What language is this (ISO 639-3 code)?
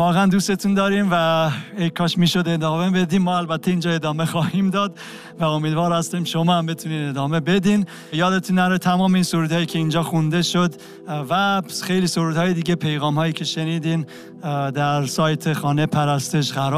fas